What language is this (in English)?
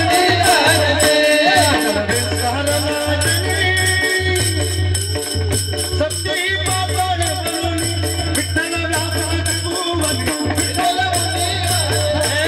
Marathi